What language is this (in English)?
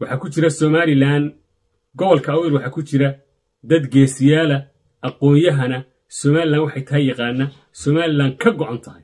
Somali